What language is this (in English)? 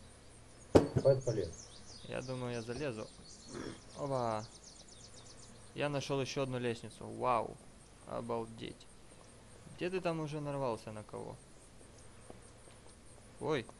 Russian